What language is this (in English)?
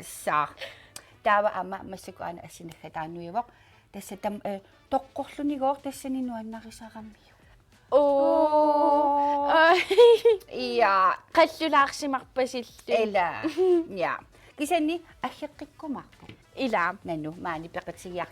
Kalaallisut